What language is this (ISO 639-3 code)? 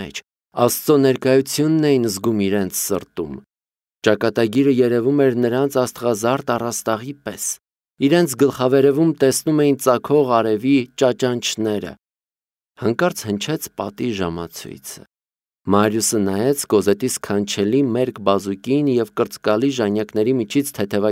hye